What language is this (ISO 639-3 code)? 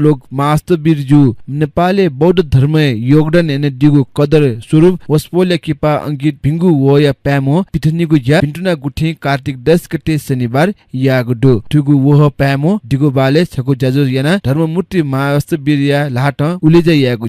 new